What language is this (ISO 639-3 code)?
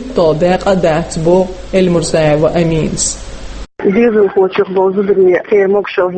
che